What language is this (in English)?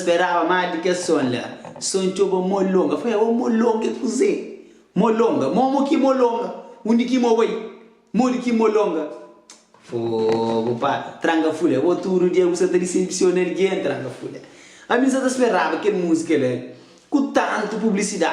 Kabuverdianu